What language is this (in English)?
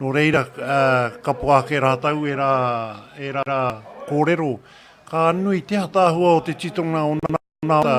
Māori